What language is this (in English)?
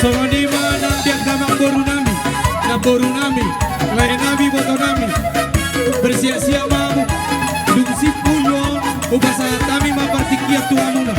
Batak Toba